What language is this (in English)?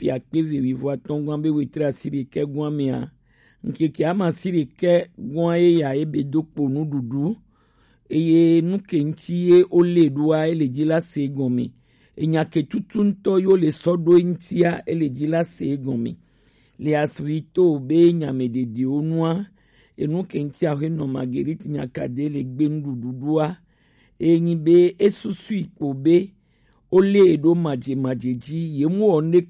Gen